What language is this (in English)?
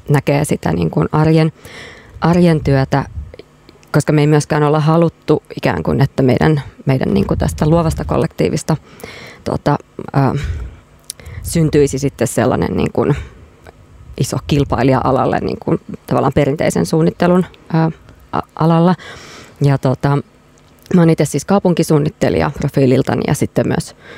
Finnish